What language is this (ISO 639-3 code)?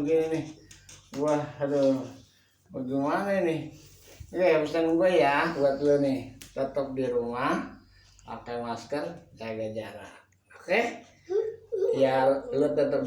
bew